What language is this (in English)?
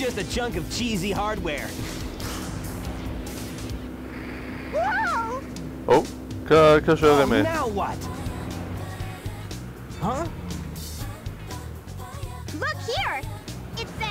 Norwegian